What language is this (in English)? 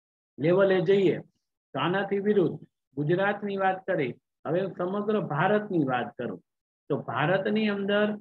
Gujarati